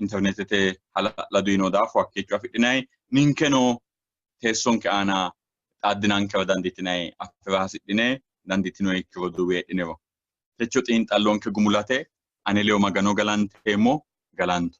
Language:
Sidamo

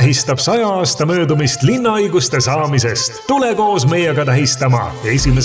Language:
Estonian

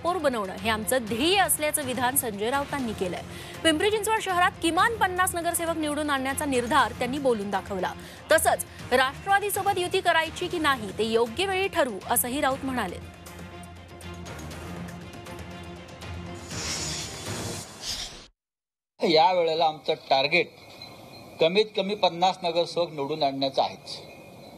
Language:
Marathi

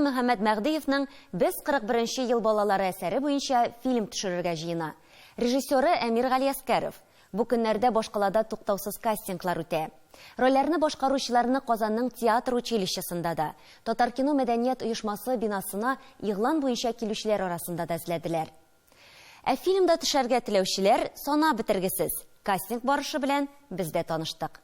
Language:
Tatar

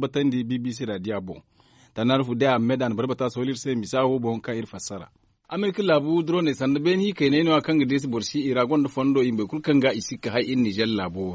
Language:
Zarma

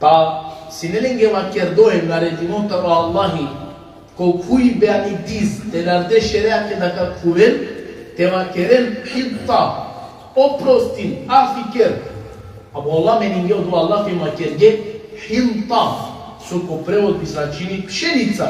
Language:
Balkan Romani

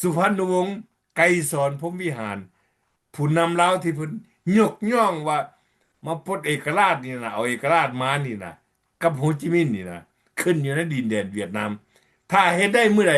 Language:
Lao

